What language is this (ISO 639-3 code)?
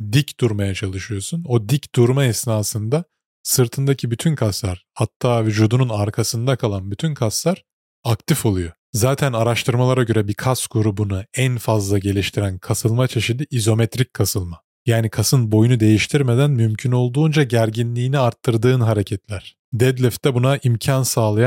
tur